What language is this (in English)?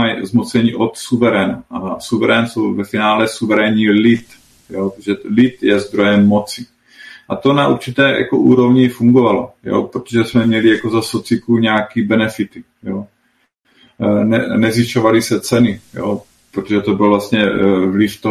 Czech